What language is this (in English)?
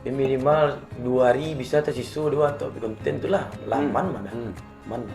Minangkabau